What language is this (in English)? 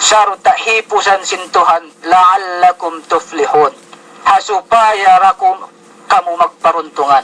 Yakan